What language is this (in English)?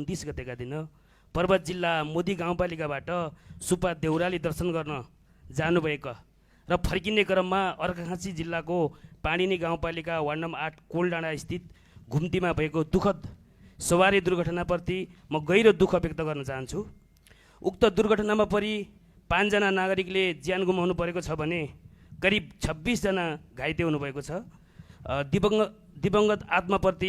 Nepali